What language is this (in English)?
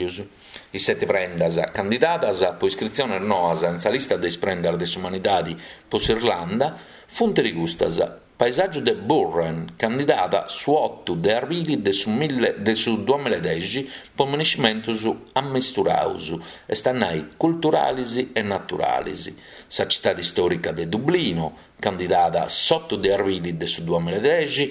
Sardinian